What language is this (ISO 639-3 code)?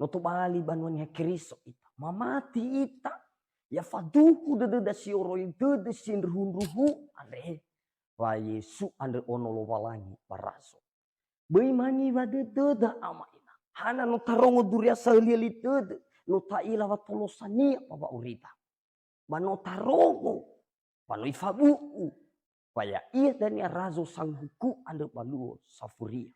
nia